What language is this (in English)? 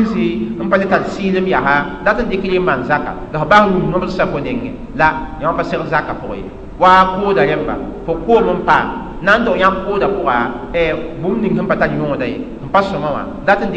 Mossi